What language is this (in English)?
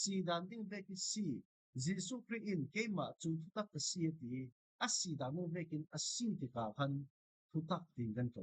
Falam Chin